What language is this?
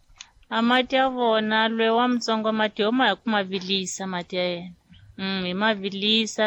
Tsonga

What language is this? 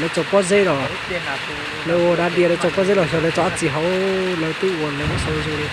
Hmong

